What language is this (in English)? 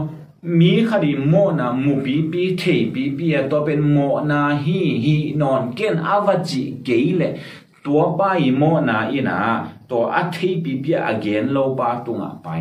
Tedim Chin